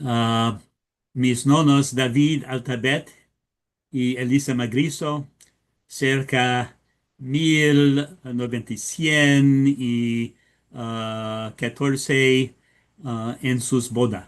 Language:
Ladino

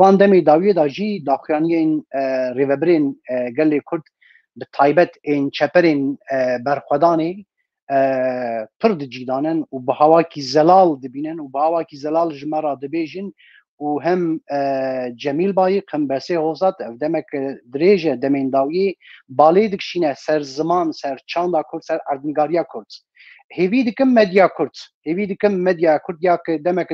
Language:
Kurdish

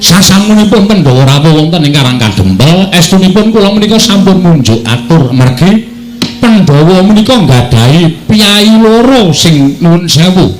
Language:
Javanese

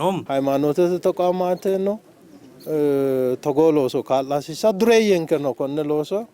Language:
Sidamo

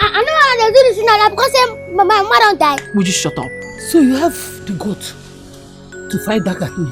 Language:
Nigerian Pidgin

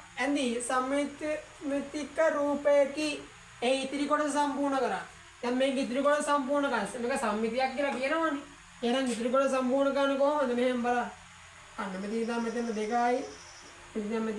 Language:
Sinhala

